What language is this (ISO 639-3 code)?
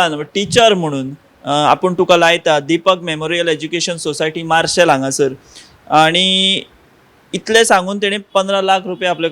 kok